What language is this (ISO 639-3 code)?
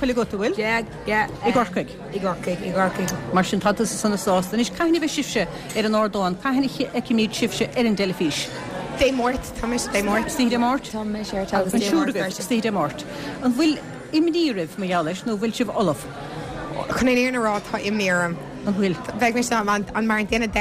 gle